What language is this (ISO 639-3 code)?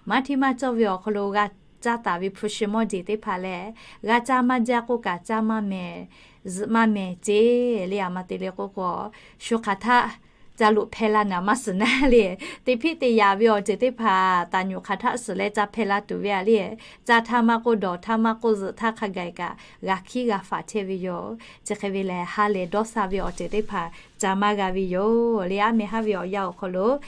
lhu